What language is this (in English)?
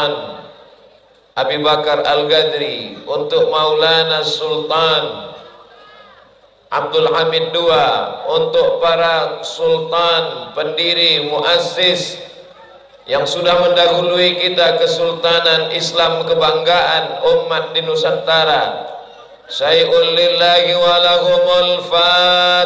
Indonesian